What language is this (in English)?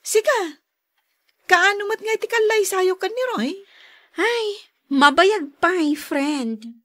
Iloko